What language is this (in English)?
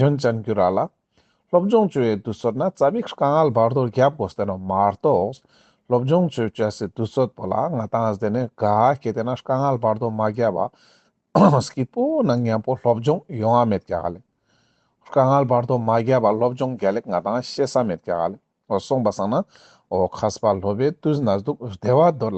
Ladakhi